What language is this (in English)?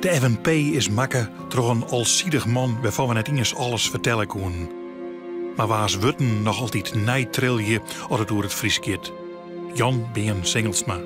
Western Frisian